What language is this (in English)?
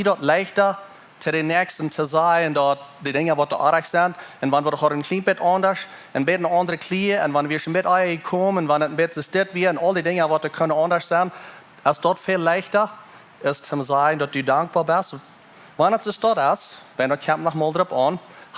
Plautdietsch